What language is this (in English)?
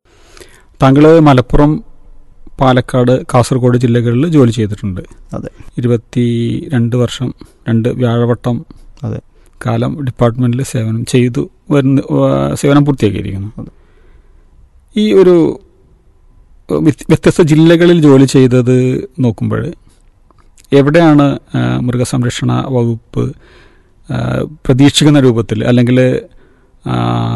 Malayalam